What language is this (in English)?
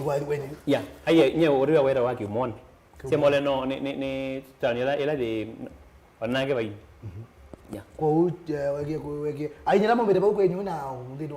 Kamba